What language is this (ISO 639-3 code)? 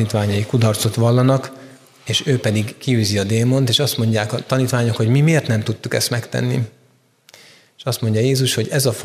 hun